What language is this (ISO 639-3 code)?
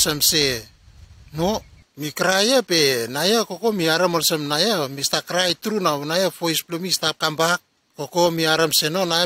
bis